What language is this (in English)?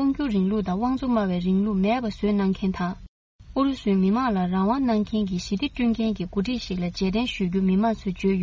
Tibetan